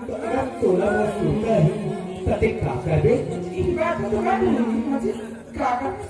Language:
Chhattisgarhi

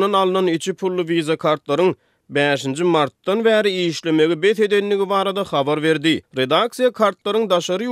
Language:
Turkmen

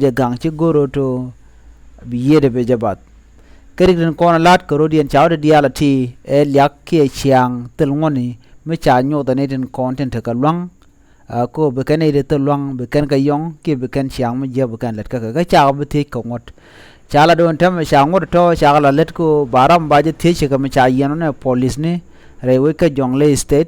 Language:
Nuer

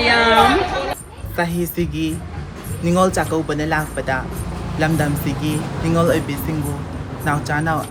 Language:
Manipuri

